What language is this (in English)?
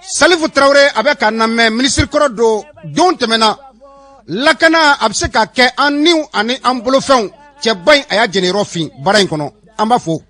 Bambara